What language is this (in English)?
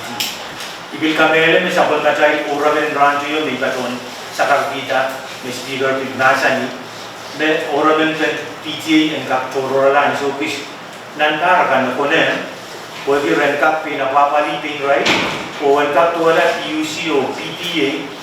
Pohnpeian